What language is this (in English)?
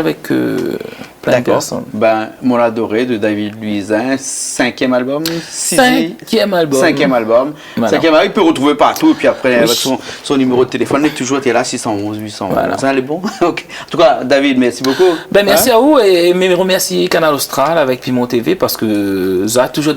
Réunion Creole French